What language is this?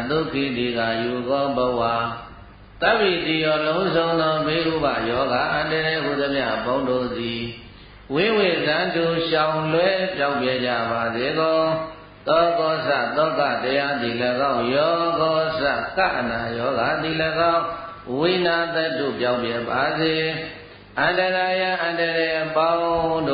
Burmese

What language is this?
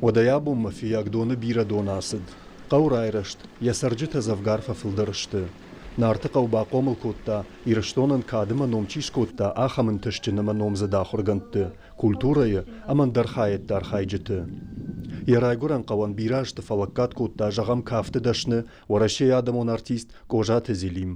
Ossetic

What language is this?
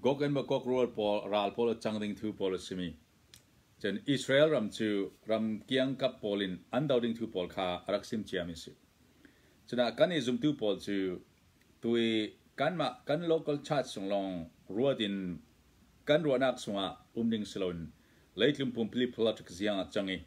Hakha Chin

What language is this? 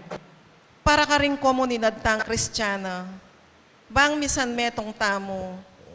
Pampanga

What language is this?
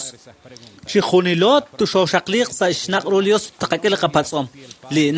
Kekchí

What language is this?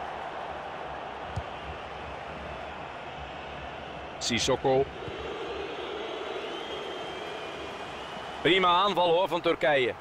Dutch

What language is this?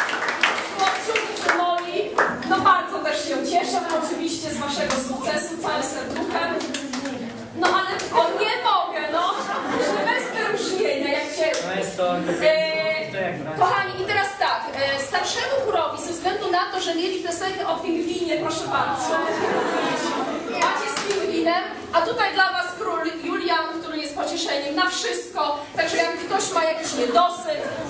Polish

